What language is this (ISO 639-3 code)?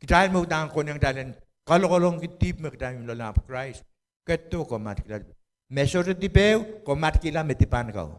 pon